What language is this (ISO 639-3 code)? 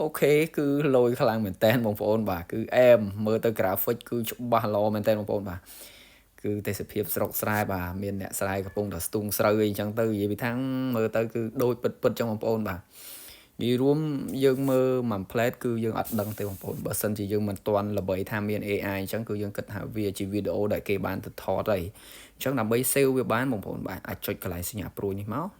khm